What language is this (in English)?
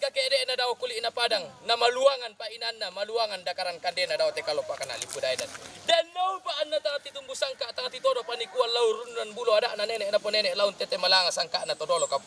Toraja-Sa'dan